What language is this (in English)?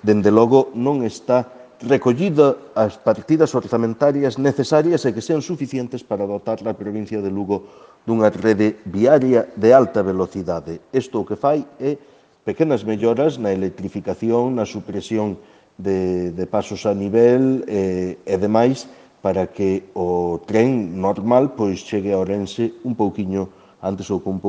Galician